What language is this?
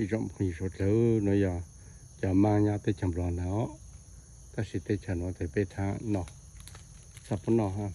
Hmong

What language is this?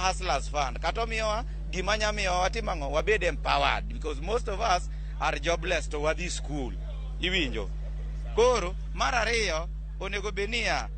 Luo (Kenya and Tanzania)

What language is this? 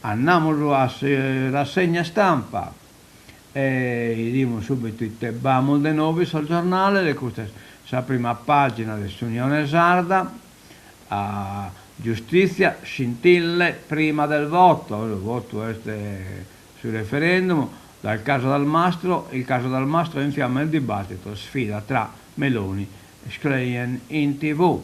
Sardinian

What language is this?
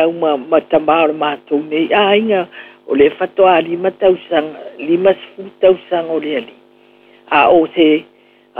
Samoan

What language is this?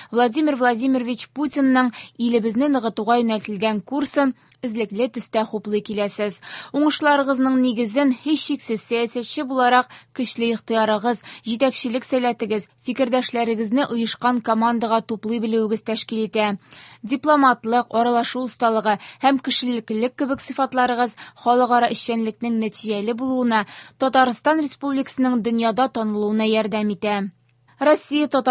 Tatar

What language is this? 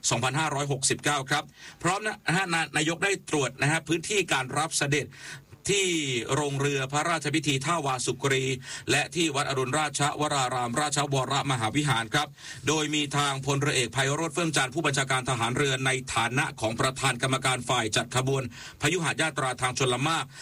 Thai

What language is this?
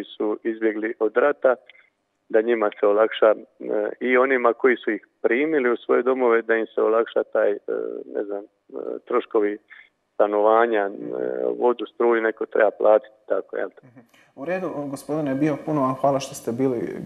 Croatian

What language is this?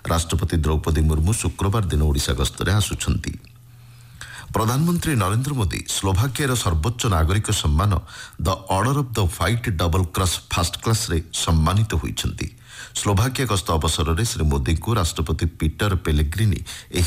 Odia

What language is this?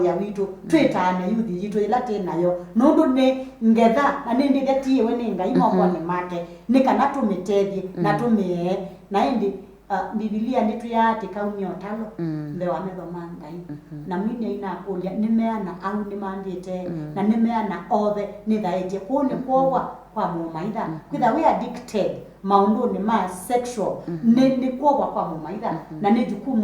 Kamba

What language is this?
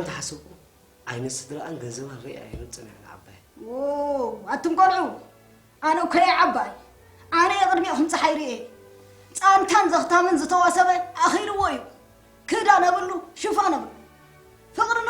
Tigrinya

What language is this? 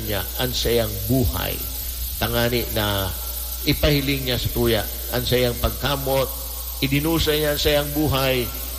Bikol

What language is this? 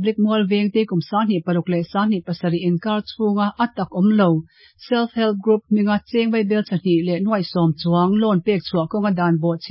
Mizo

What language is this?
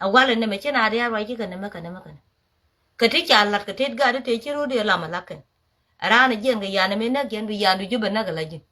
Nuer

